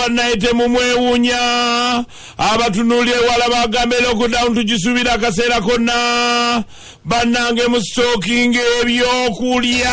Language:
Ganda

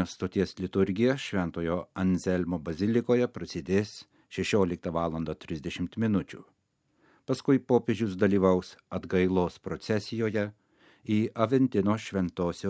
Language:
Lithuanian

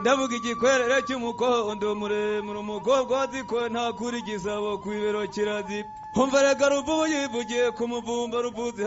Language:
Kinyarwanda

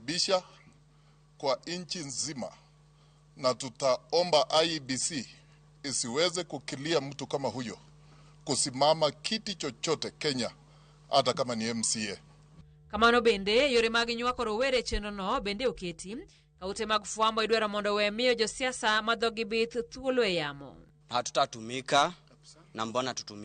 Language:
Luo (Kenya and Tanzania)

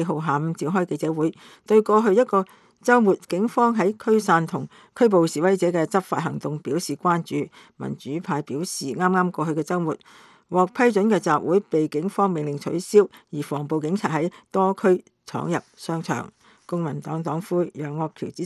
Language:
Cantonese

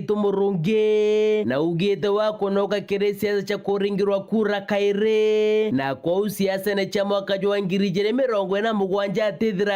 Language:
Meru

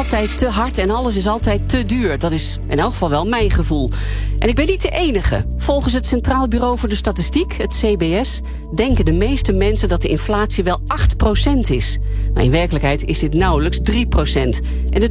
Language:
Dutch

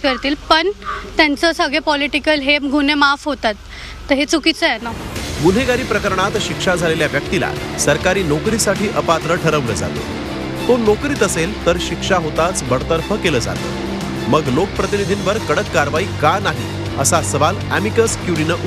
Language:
Marathi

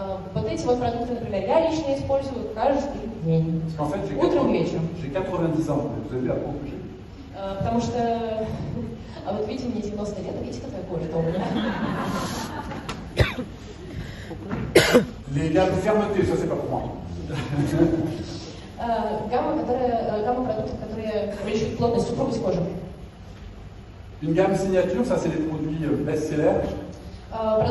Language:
Russian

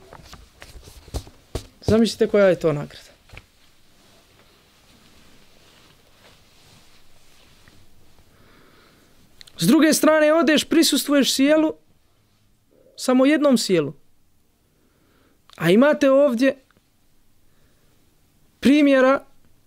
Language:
Bosnian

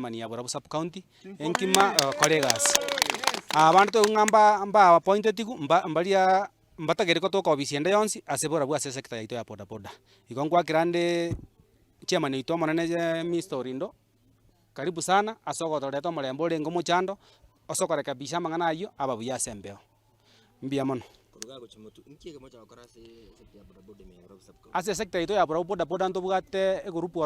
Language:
Gusii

